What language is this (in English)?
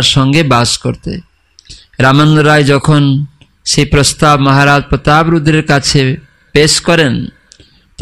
Bangla